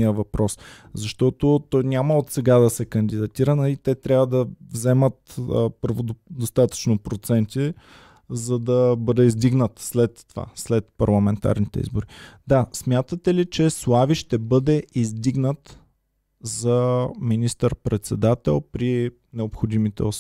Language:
Bulgarian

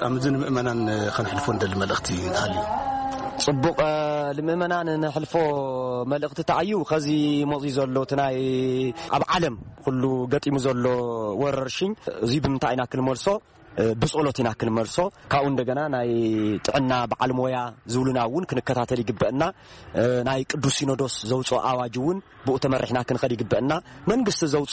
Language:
Tigrinya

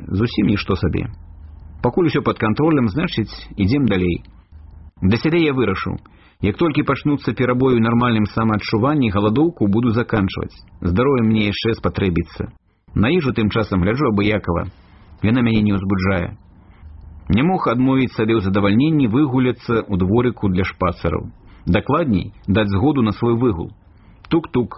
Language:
Belarusian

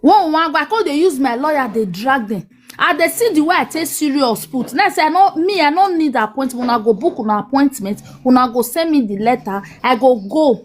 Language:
Nigerian Pidgin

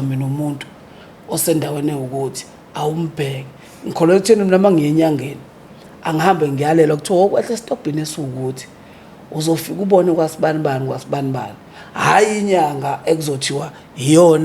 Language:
Zulu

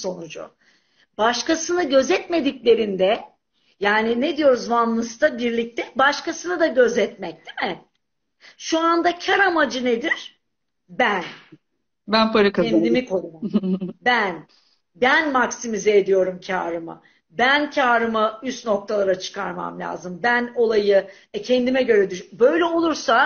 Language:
Turkish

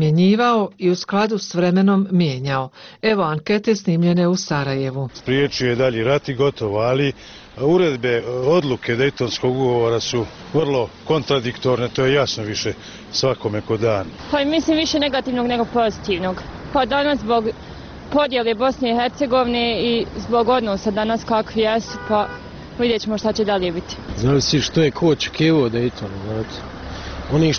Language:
Bosnian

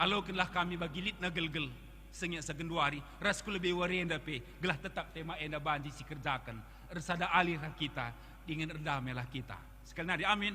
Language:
Batak Karo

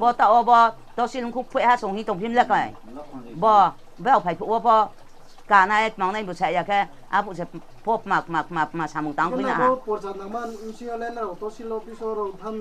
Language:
Riang (India)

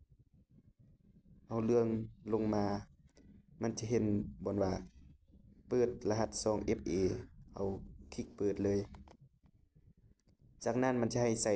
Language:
Lao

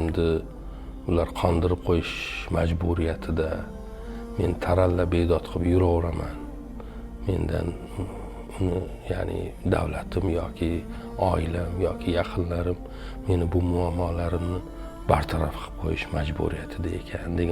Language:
Uzbek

